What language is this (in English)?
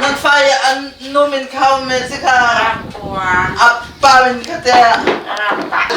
Hakha Chin